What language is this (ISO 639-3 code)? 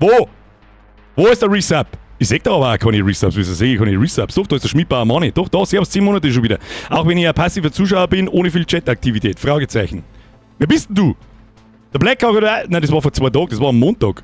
bar